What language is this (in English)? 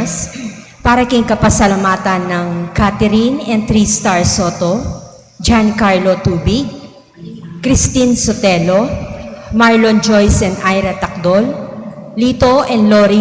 Pampanga